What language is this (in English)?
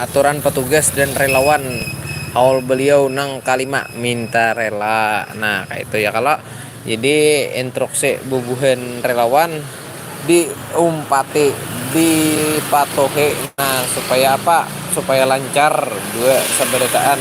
Banjar